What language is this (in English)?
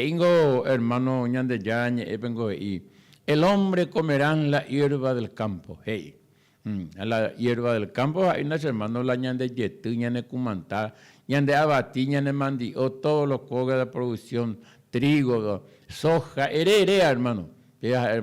Guarani